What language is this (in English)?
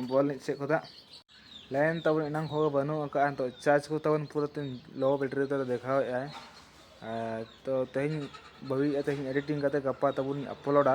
Santali